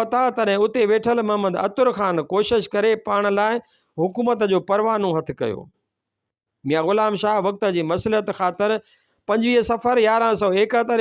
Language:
Sindhi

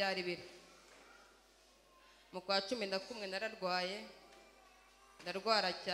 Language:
Kinyarwanda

